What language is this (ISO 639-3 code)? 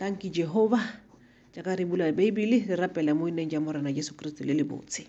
tsn